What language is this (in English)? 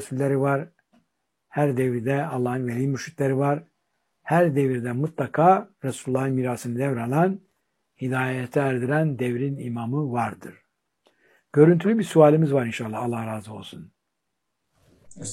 Turkish